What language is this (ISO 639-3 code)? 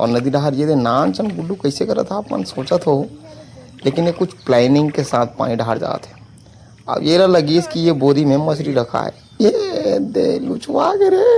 hne